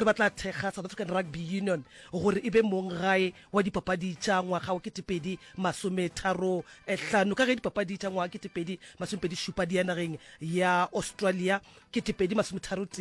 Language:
Northern Sotho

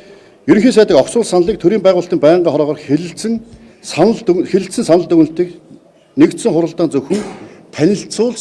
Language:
Mongolian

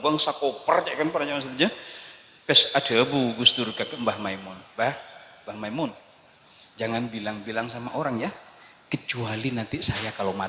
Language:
Madurese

